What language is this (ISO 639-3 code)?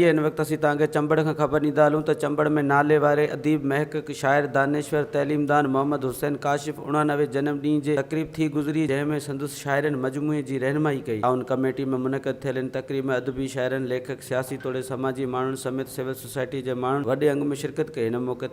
snd